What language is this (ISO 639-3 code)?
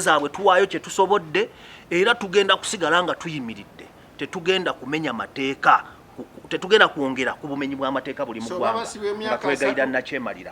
lug